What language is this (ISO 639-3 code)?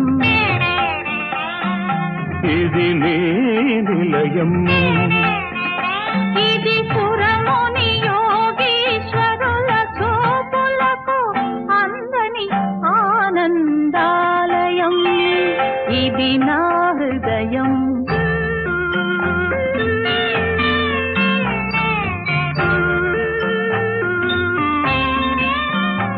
tel